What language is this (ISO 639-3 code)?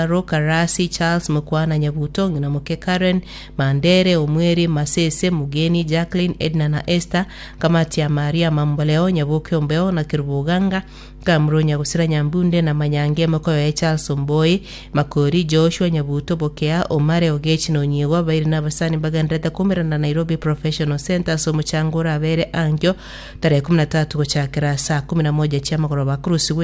guz